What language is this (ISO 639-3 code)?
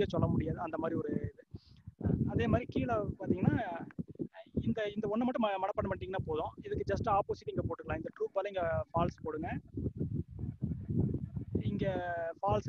tam